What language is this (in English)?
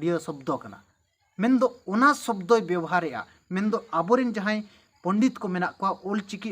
Santali